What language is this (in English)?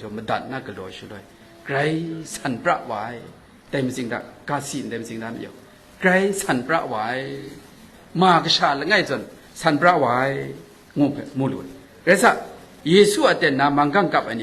Kachin